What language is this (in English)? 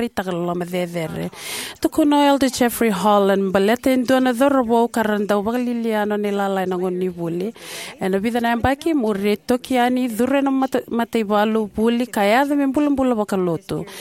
Fijian